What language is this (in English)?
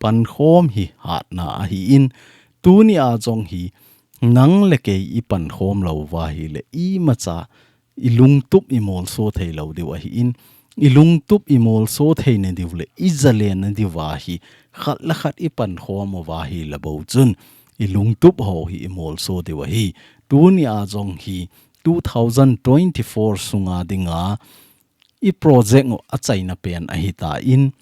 Thado Chin